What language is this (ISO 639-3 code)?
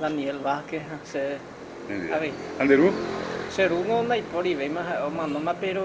grn